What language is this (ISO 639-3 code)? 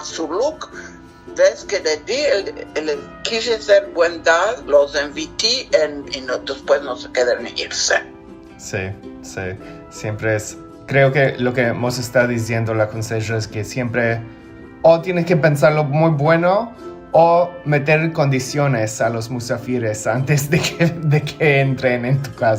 lad